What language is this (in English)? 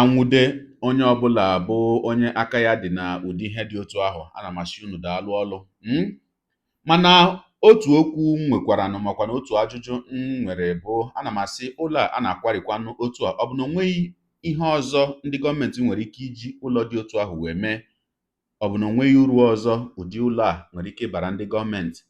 Igbo